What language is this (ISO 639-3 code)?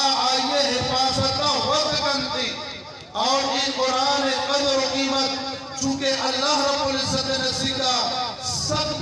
bgp